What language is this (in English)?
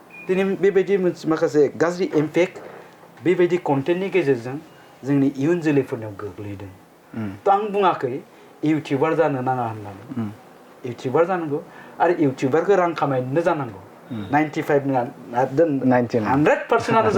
Bodo